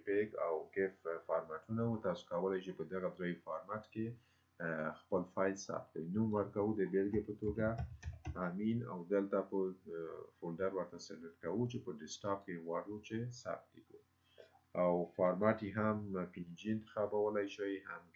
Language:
Pashto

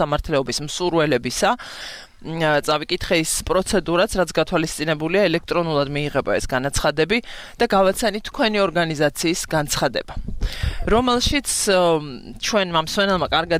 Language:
Georgian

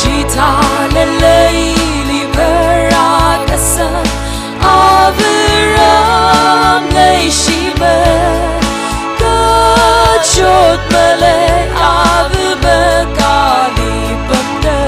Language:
Tangkhul Naga (India)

